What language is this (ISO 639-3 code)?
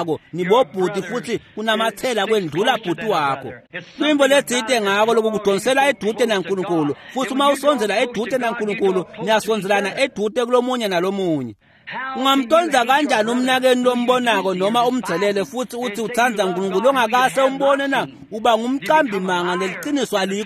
ssw